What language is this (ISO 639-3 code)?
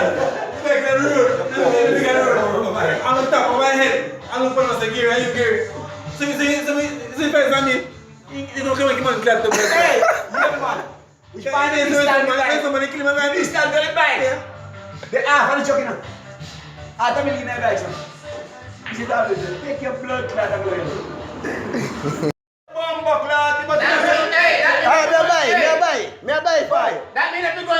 jam